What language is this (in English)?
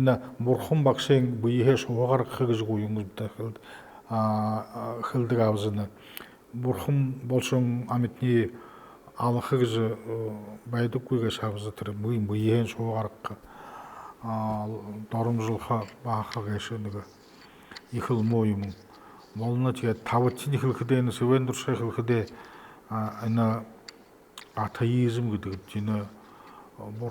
Buriat